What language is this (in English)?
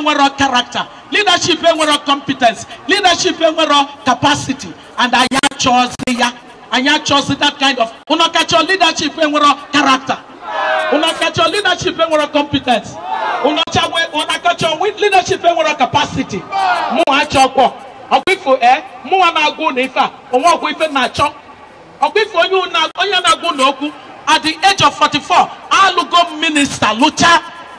Igbo